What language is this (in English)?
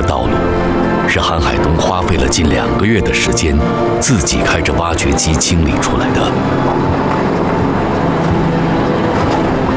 Chinese